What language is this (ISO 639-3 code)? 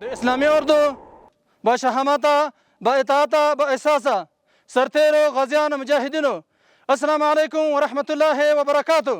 pus